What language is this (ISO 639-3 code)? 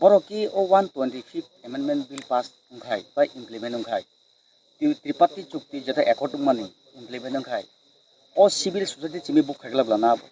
trp